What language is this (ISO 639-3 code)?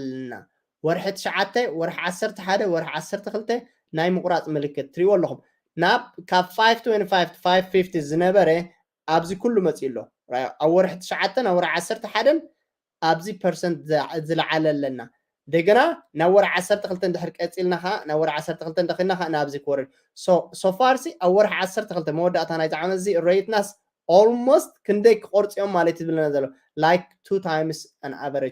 tir